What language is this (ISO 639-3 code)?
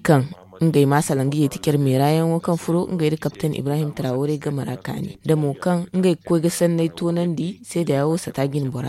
dje